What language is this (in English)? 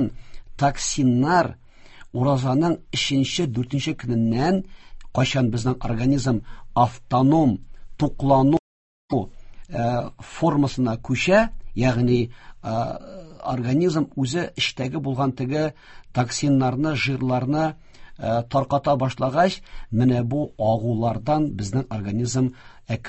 Tatar